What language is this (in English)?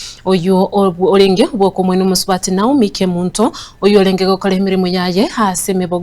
Gusii